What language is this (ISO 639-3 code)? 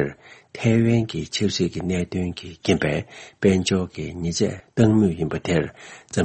bod